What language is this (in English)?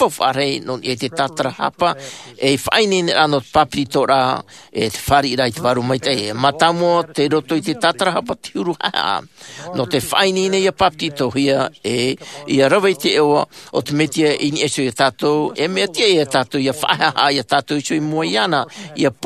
Tahitian